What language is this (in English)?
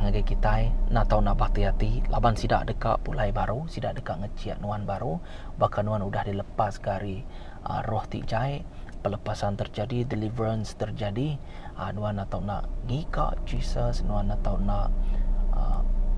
Iban